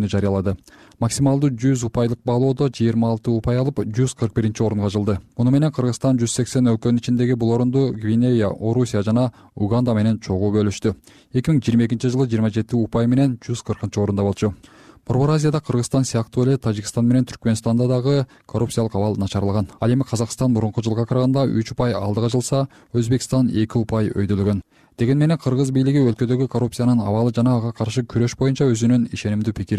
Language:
Kyrgyz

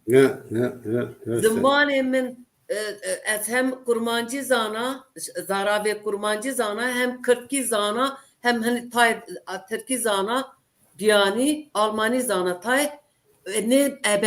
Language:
Zaza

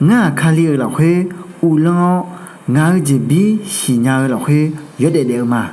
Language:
Akha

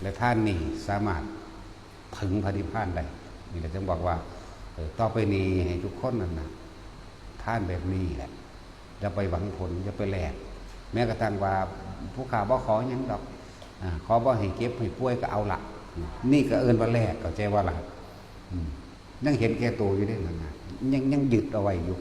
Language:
Northeastern Thai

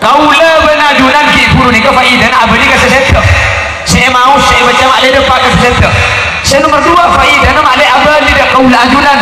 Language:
Madurese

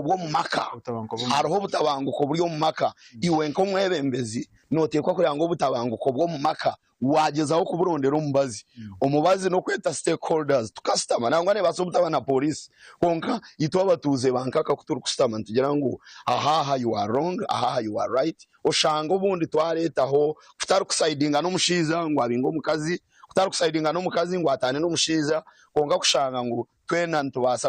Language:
Nyankole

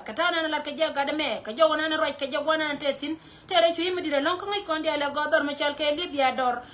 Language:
Nuer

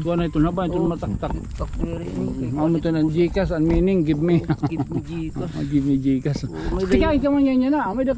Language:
Waray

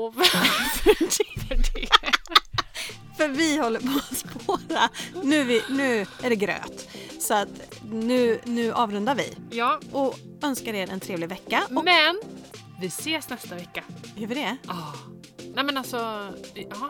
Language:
Swedish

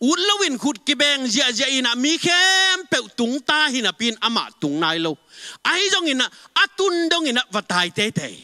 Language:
Tedim Chin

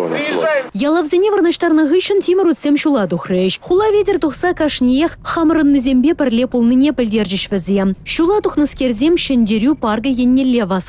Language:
Chuvash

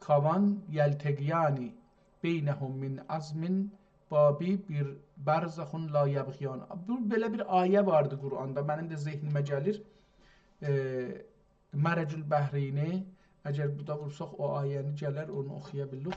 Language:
South Azerbaijani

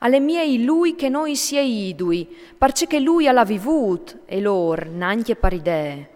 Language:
Friulian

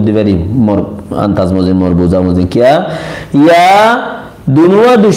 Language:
Rohingya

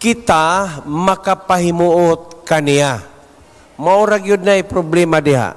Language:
Cebuano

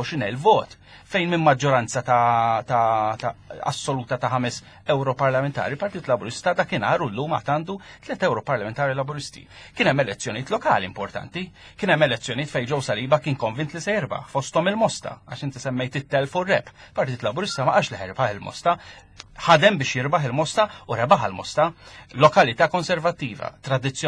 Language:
Maltese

